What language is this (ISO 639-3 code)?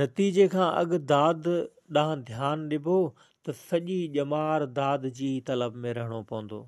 snd